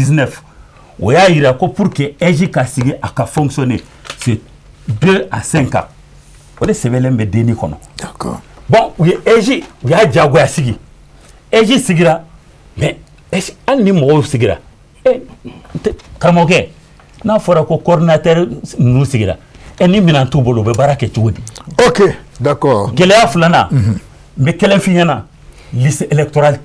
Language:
Bambara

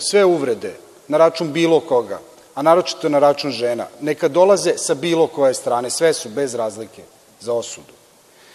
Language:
Serbian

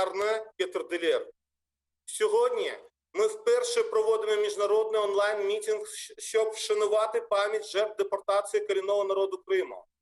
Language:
Crimean Tatar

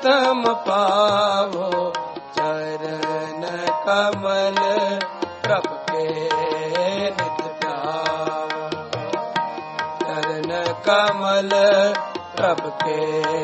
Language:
Punjabi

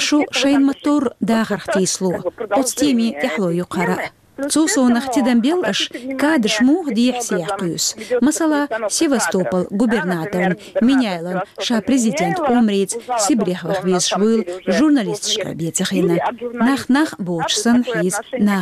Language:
Chechen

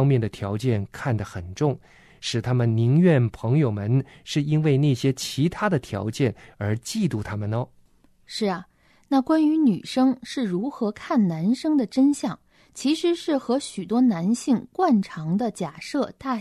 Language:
Chinese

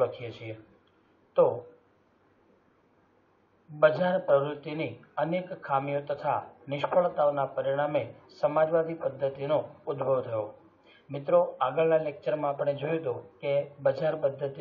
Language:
Gujarati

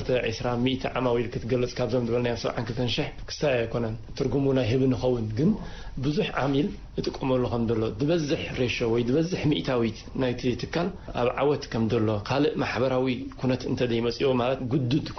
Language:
Tigrinya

